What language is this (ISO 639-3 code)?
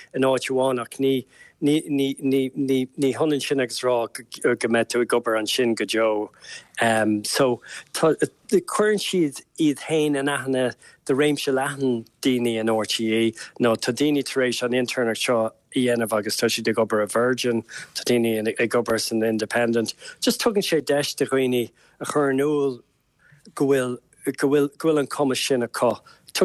gle